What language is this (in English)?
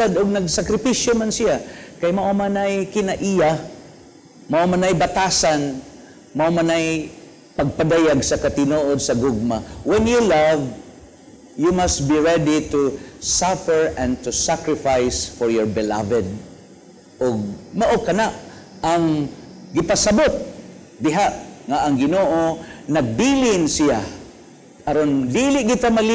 Cebuano